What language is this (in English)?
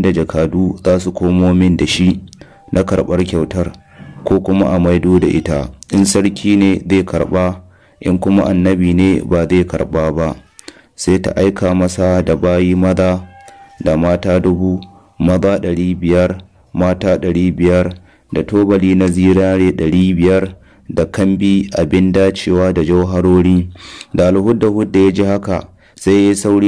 Hausa